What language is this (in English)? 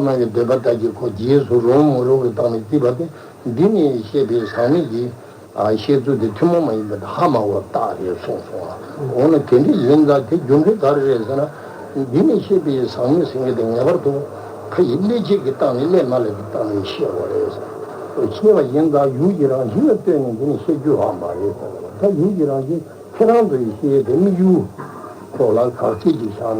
Tibetan